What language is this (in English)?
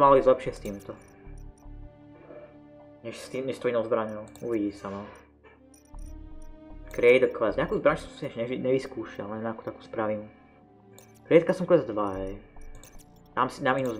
Slovak